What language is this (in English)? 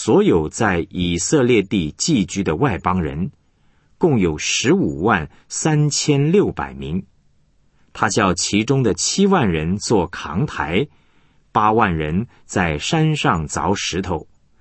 Chinese